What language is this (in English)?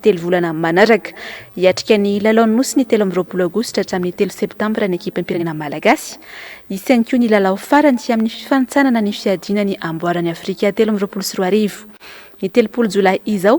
Malagasy